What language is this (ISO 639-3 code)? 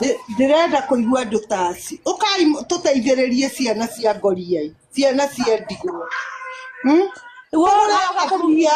kik